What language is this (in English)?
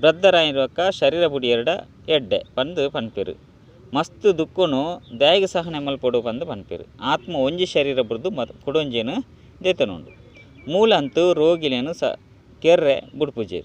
Tulu